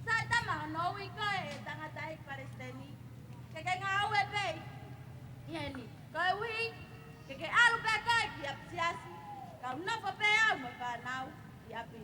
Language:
Tongan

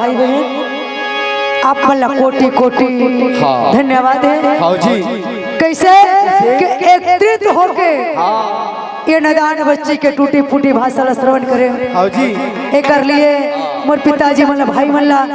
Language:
Chhattisgarhi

